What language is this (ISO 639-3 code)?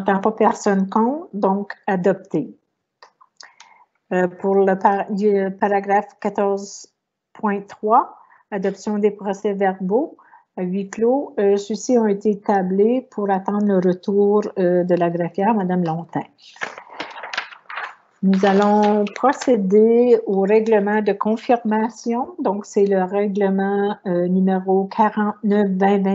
fra